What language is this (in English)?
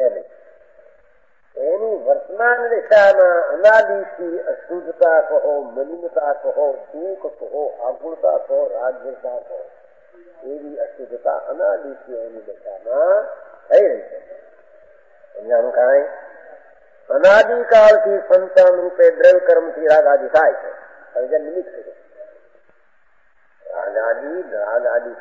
Gujarati